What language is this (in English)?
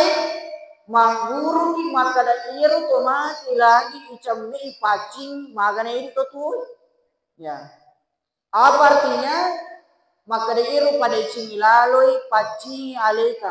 Buginese